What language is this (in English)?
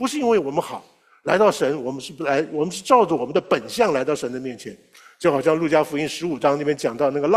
Chinese